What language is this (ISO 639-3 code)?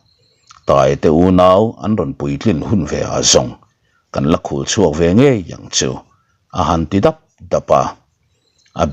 lus